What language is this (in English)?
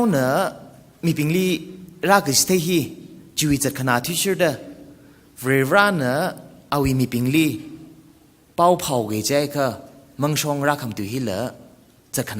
Tangkhul Naga (India)